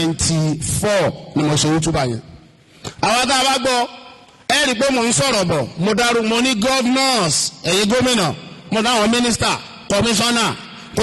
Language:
Yoruba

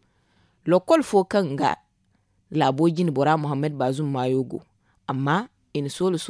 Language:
Zarma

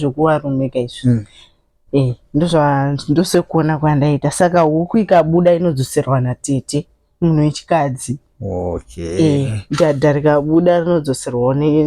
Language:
Shona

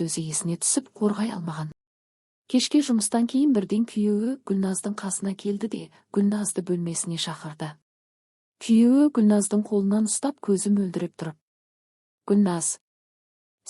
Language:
Kazakh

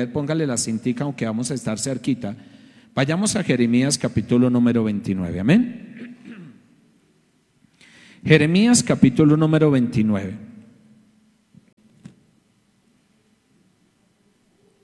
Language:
Spanish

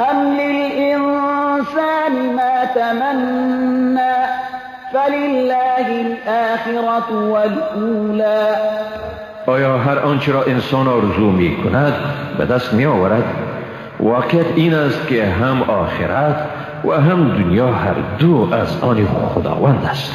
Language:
Persian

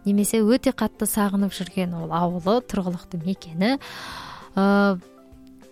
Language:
Kazakh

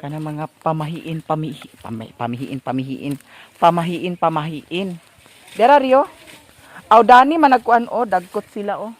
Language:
Cebuano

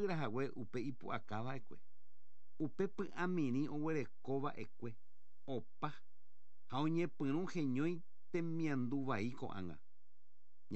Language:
Guarani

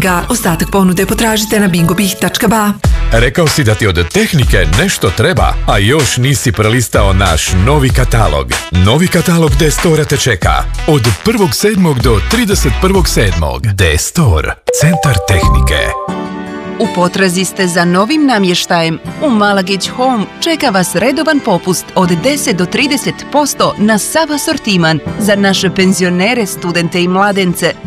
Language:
Bosnian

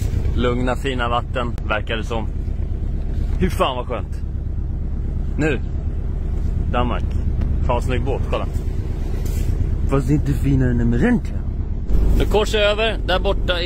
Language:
Swedish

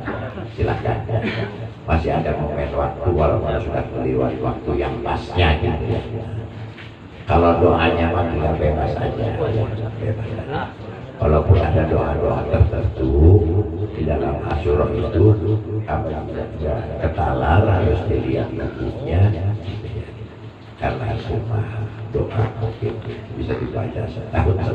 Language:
Indonesian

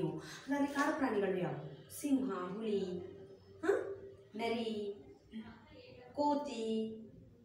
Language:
Kannada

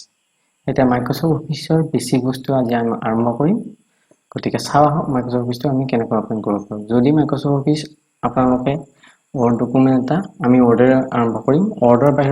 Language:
Assamese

